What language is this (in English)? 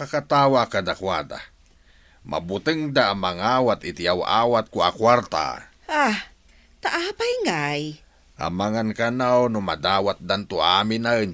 Iloko